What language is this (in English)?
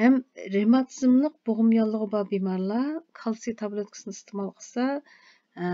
Uyghur